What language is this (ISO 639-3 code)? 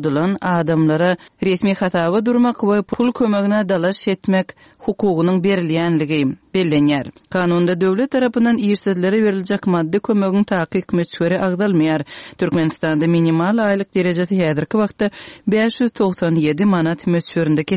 tuk